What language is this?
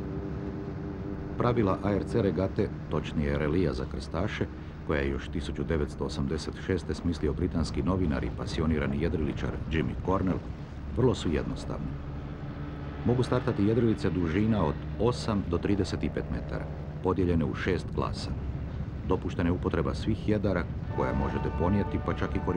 Croatian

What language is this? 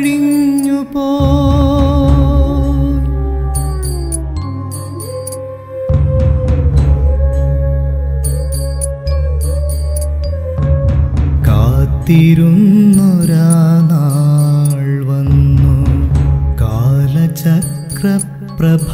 Malayalam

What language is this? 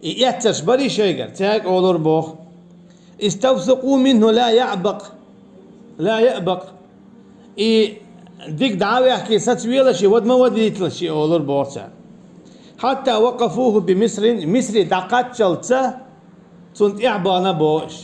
Chechen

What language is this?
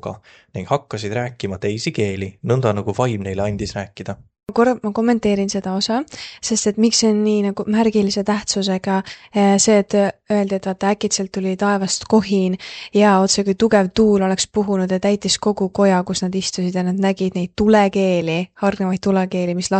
Estonian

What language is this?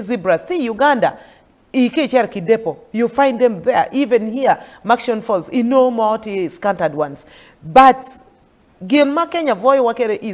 Acoli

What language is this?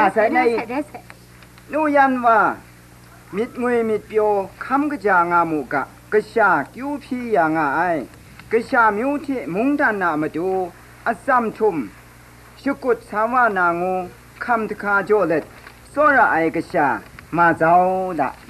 Kachin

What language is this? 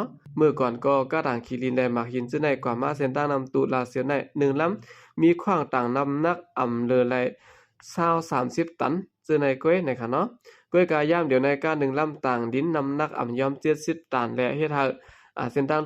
Shan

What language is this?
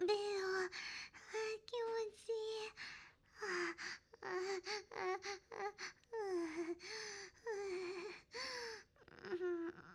Japanese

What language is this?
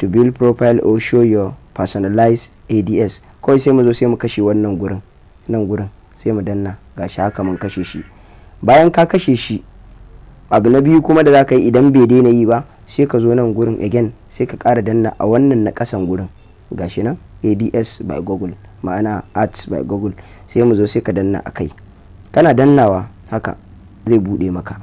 Hausa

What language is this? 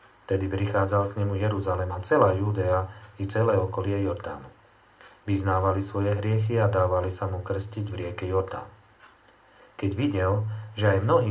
Slovak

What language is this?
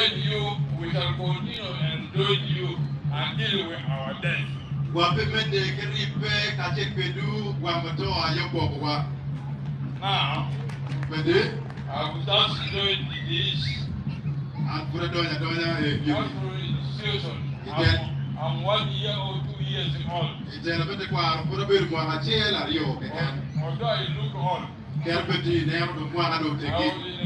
Acoli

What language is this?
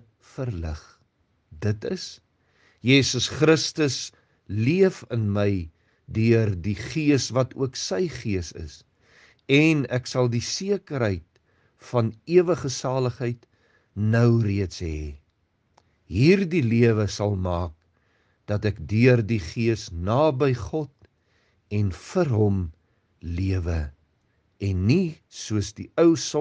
Afrikaans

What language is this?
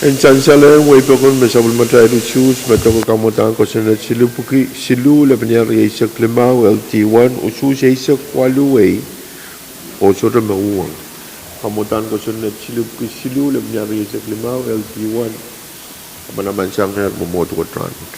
Pohnpeian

